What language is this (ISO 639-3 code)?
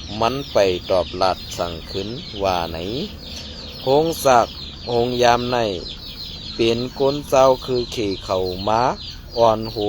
shn